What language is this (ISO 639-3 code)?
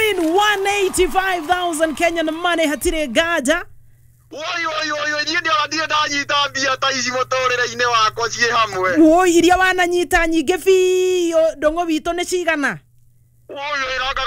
kik